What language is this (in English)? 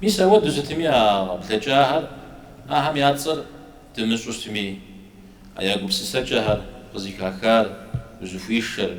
Kabardian